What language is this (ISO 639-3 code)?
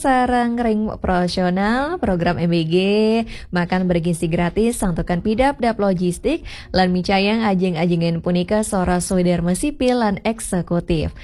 ban